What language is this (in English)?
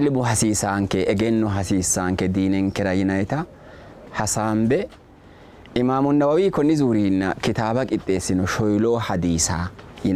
Sidamo